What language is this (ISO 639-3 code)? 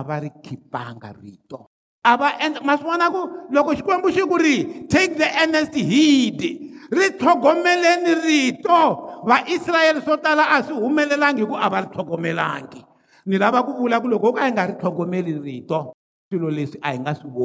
tso